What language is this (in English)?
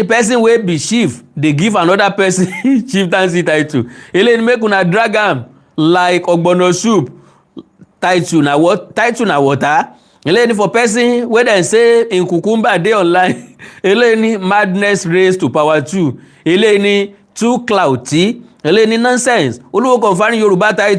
Yoruba